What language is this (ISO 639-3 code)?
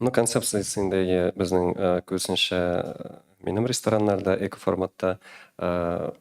tat